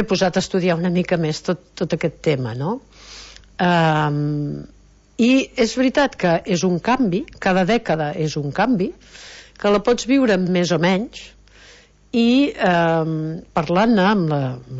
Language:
Catalan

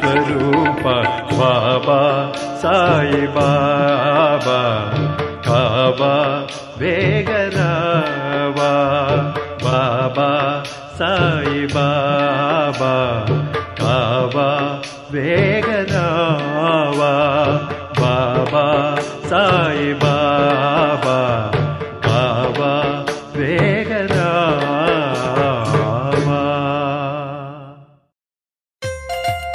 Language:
Telugu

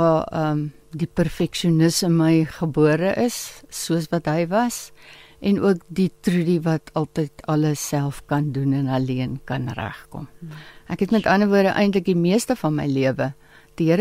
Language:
Afrikaans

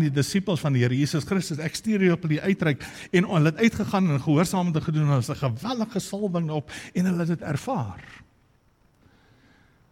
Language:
Afrikaans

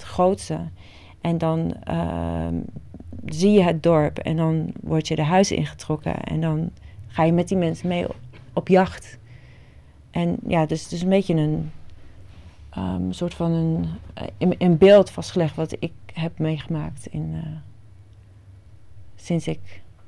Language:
Dutch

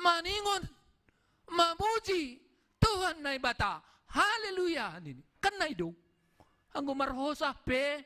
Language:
Batak Simalungun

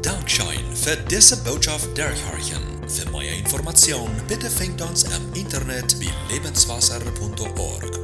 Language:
Plautdietsch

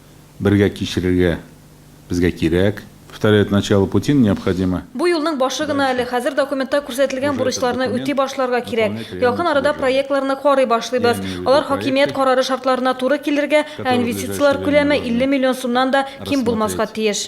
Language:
Tatar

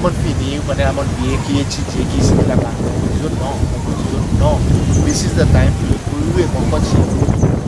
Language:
Seselwa Creole French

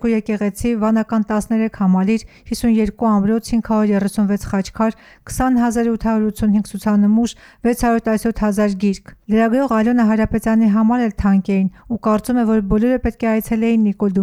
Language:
Armenian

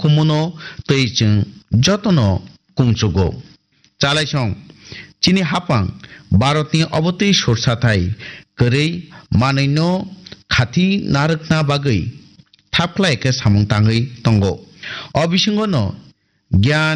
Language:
Kok Borok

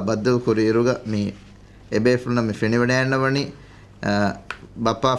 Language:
Divehi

